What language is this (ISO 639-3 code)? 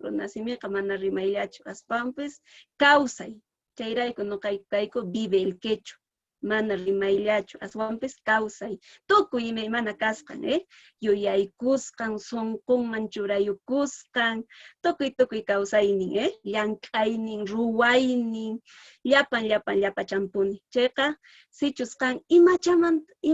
que